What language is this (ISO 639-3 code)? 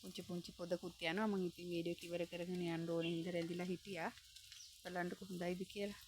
sin